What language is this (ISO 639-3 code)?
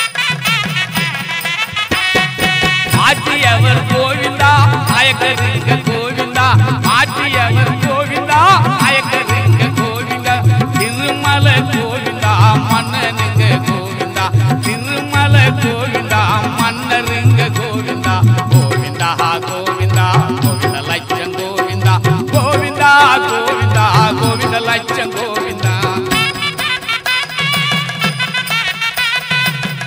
tam